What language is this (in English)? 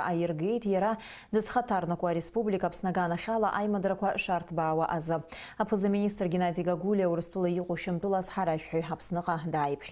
Abkhazian